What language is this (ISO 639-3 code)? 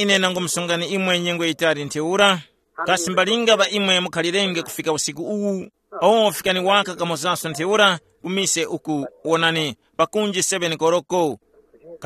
tum